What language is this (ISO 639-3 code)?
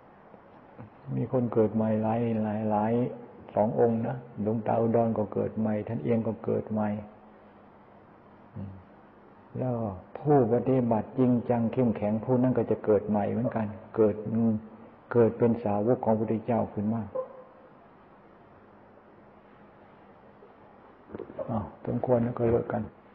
tha